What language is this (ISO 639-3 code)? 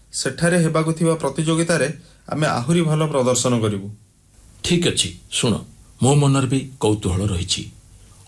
ori